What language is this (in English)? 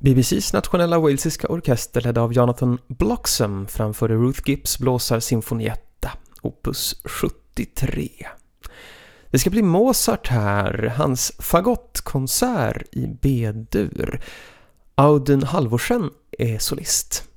Swedish